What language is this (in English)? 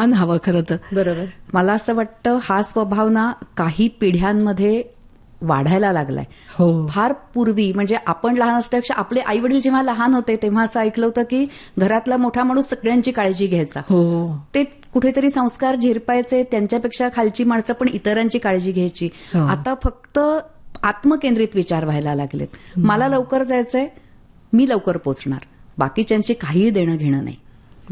Marathi